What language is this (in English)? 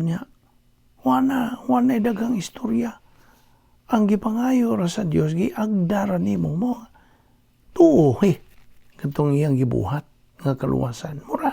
Cebuano